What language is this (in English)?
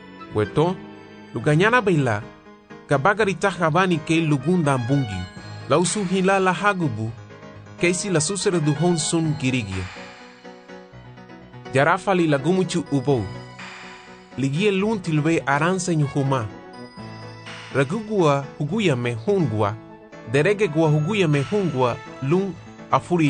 Garifuna